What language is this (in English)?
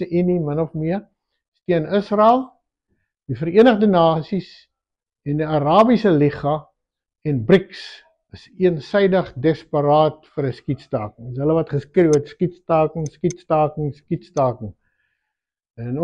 Afrikaans